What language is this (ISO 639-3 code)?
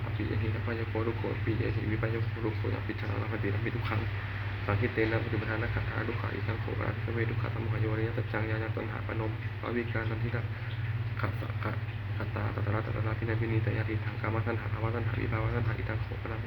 pli